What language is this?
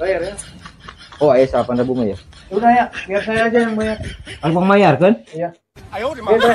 Sundanese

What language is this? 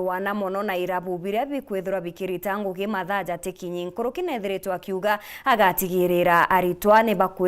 Meru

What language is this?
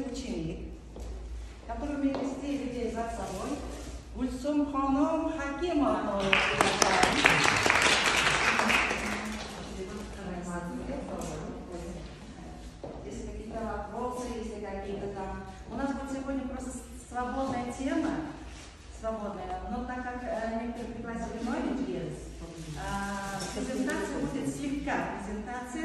Russian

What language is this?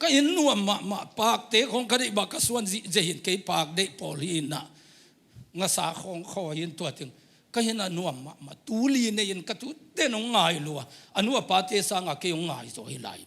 Tedim Chin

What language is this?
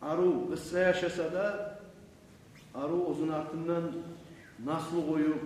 Kumyk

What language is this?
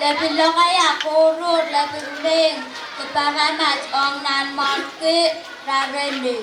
Pohnpeian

